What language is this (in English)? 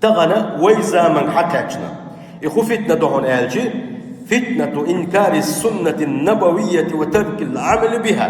Chechen